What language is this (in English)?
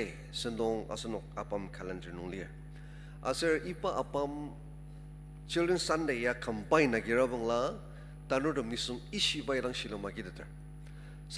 Ao Naga